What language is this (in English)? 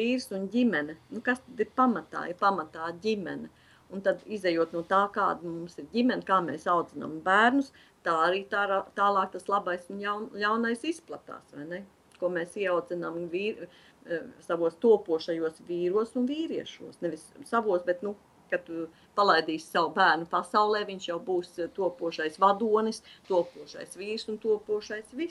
Latvian